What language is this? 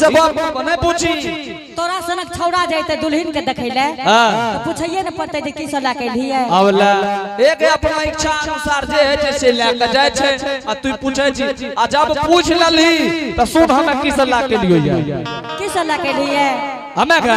Angika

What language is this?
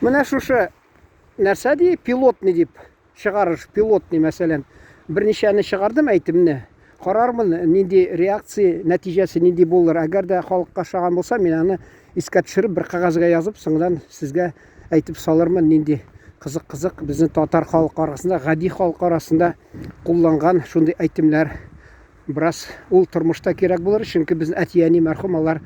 Tatar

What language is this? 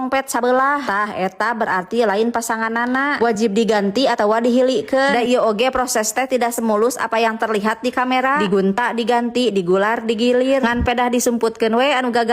Sundanese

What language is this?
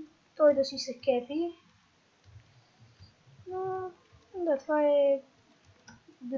Bulgarian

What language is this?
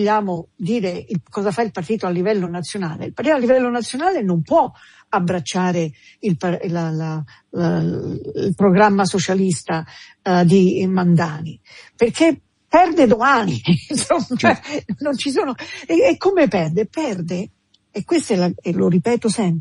Italian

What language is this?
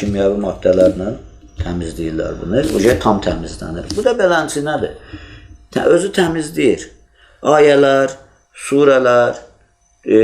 Azerbaijani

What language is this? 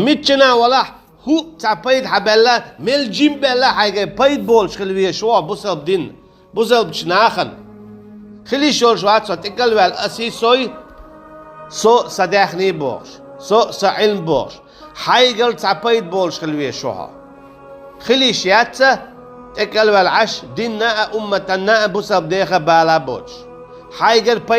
Chechen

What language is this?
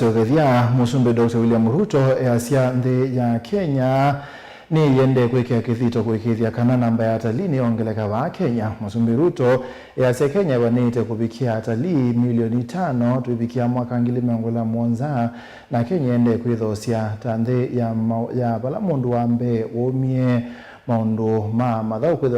Kamba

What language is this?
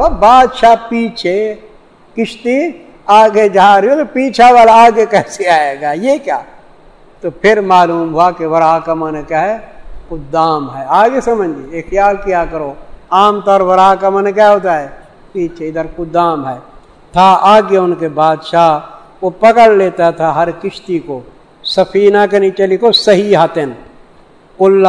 Urdu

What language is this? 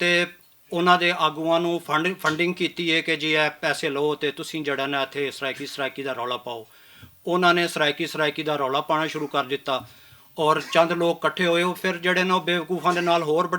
Western Panjabi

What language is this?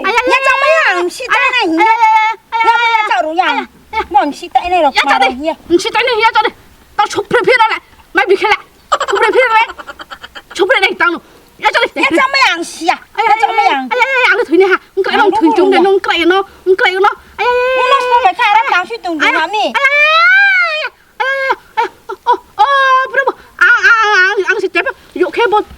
Riang (India)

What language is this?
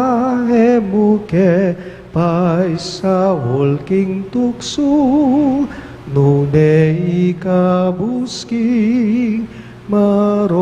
Pampanga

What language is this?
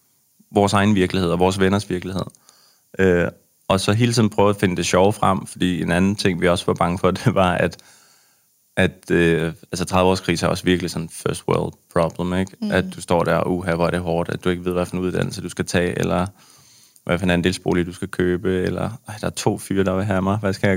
Danish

